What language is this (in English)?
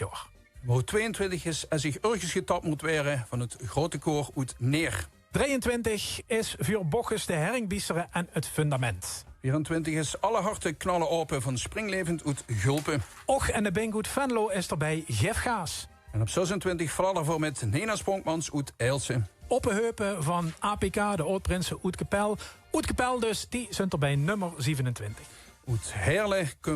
Limburgish